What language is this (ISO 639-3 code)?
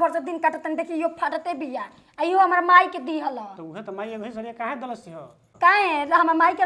bho